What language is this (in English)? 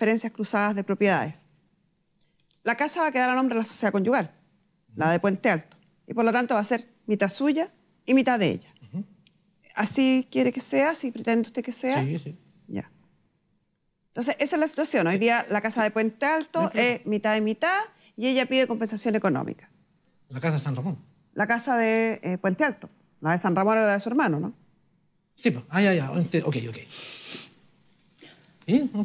Spanish